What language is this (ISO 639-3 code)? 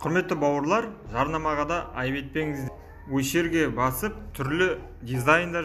kaz